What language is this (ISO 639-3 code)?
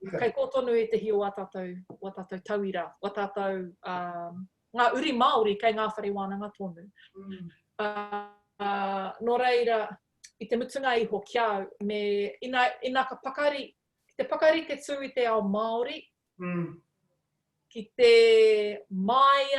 mri